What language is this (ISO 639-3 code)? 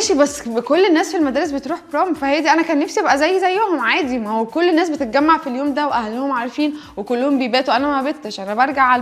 arz